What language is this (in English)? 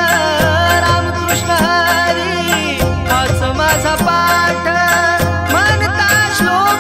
Marathi